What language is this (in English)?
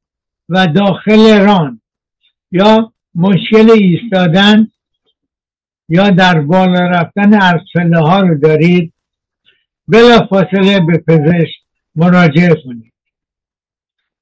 Persian